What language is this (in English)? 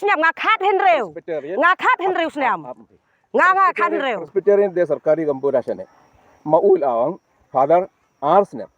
Khasi